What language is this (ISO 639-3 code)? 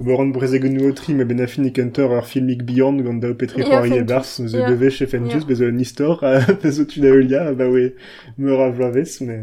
bre